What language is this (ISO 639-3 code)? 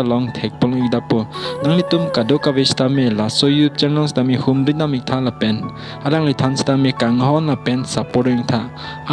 mjw